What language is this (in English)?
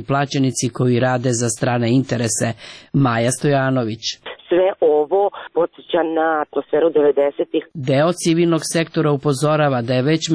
Serbian